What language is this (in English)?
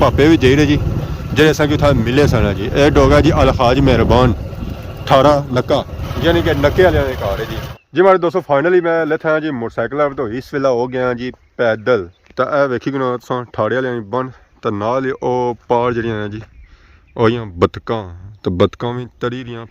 Pahari-Potwari